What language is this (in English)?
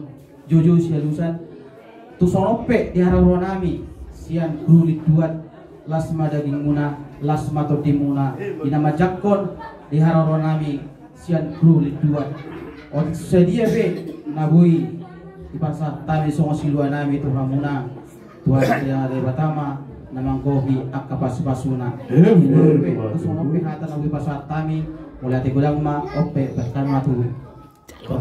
Batak Toba